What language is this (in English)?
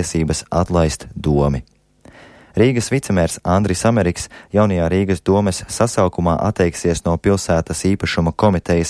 Latvian